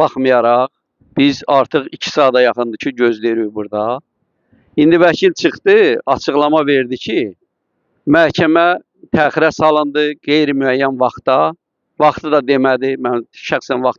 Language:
Azerbaijani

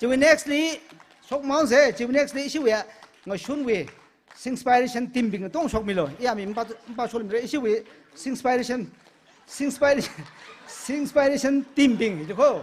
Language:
Tangkhul Naga (India)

